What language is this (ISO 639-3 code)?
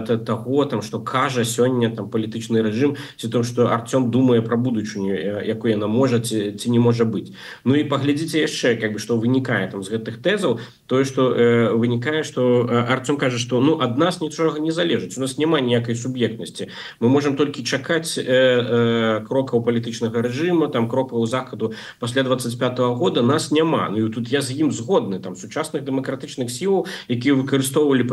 bel